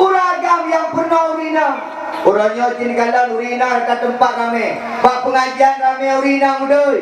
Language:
Achinese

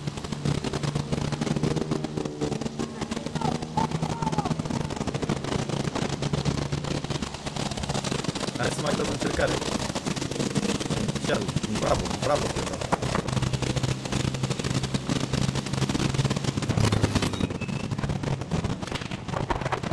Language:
Romanian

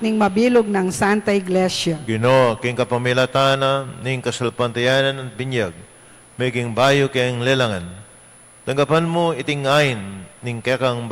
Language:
Pampanga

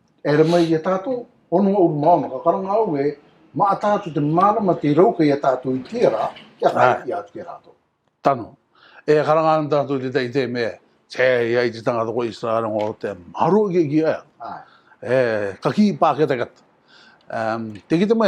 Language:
Rarotongan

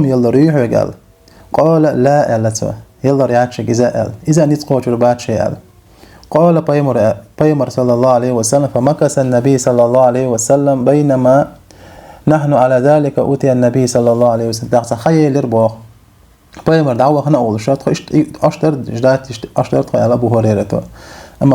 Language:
Chechen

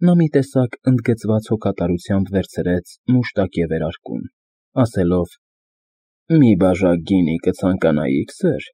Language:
Armenian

